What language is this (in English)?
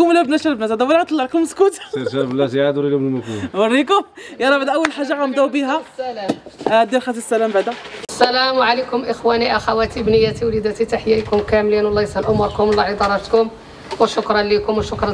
Moroccan Arabic